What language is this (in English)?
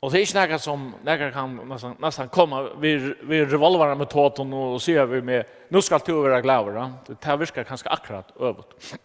Faroese